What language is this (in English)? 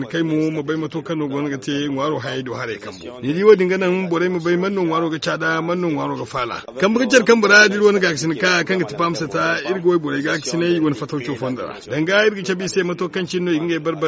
Zarma